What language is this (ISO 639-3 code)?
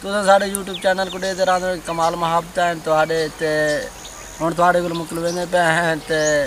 skr